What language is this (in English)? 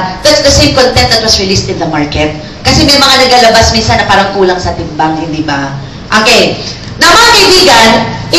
Filipino